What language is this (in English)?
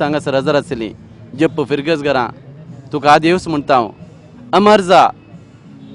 Konkani